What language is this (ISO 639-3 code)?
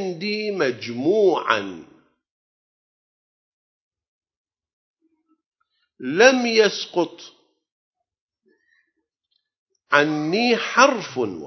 ara